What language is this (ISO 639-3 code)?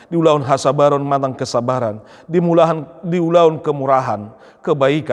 bbc